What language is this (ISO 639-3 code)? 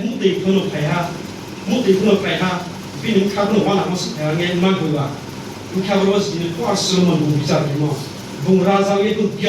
ria